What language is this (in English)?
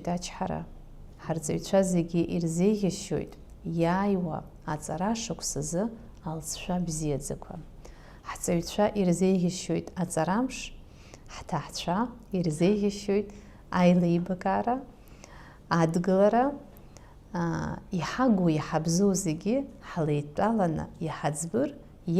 Abkhazian